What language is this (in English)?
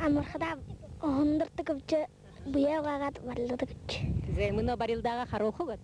Buriat